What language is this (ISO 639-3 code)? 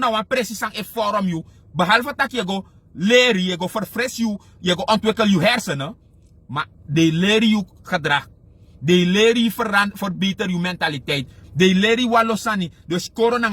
srn